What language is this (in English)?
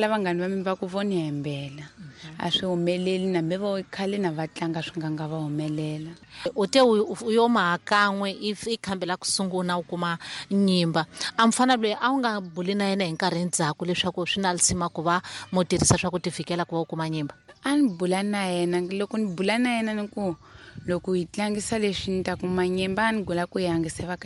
Tsonga